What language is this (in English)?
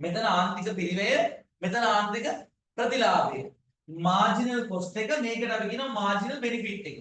Sinhala